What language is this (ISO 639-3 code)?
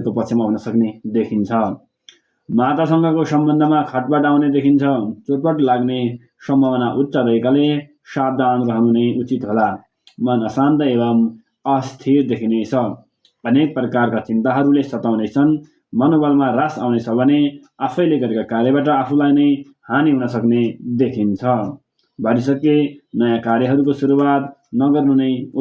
nep